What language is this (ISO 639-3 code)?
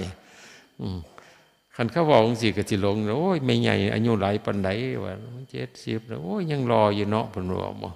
tts